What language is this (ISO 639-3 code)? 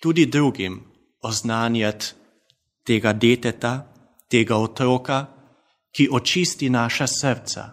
slv